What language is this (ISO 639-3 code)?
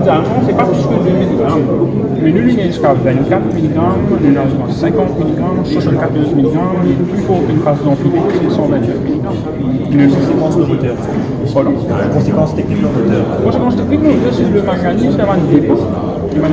mfe